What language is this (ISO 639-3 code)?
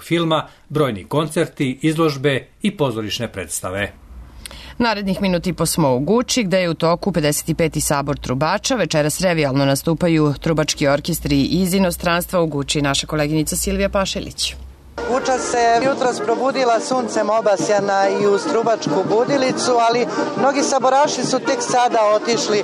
srp